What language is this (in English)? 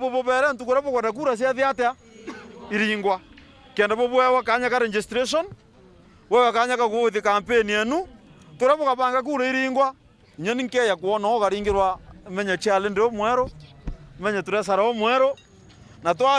Meru